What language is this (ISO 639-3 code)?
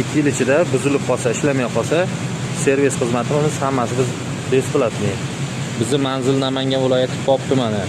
uzb